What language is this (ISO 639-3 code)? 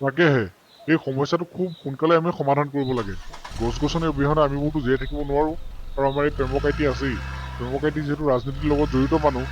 asm